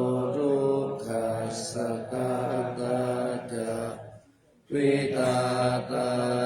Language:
Pali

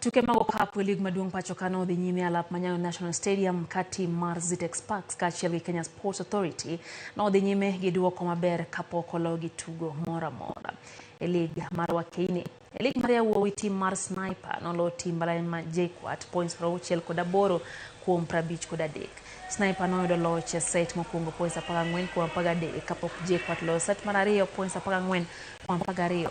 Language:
Luo (Kenya and Tanzania)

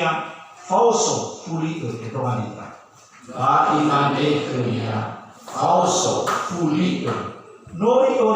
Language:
Nias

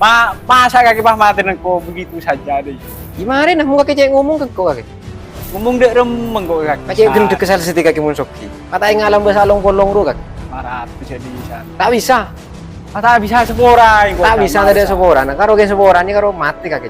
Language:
Madurese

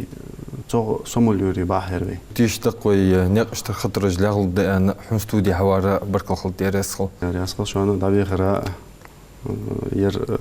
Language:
Ingush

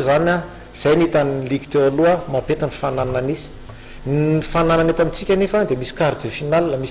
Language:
Malagasy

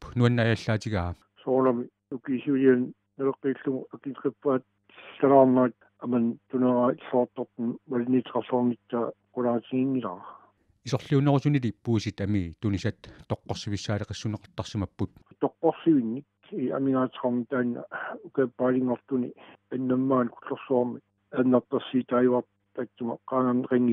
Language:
Kalaallisut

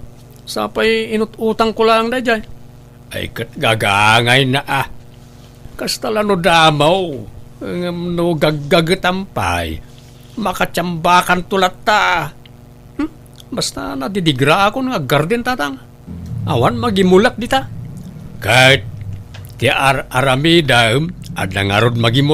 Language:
Iloko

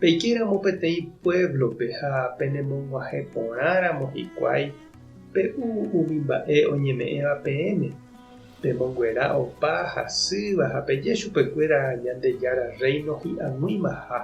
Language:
Guarani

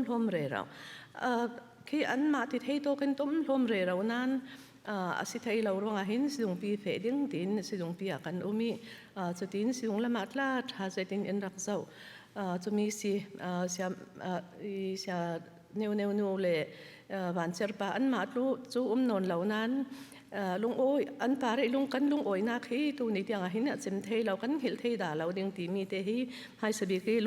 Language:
Falam Chin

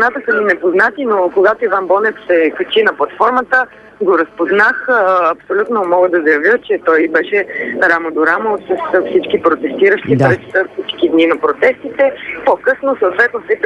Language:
Bulgarian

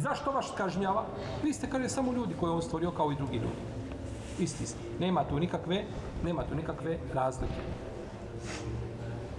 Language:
Bosnian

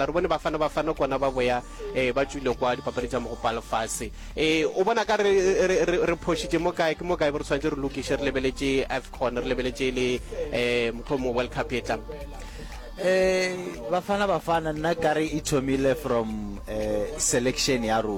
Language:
Northern Sotho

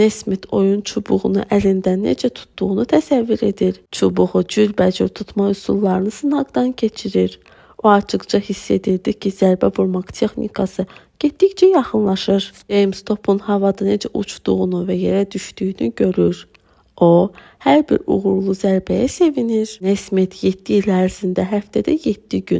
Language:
Azerbaijani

